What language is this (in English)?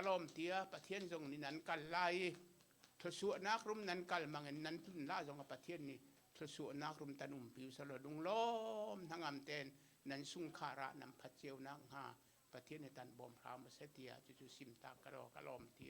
Hakha Chin